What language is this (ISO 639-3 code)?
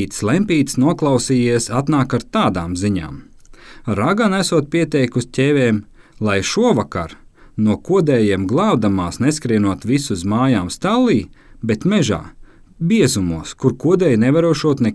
lav